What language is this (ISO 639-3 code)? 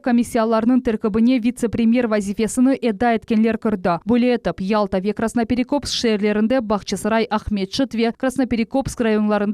crh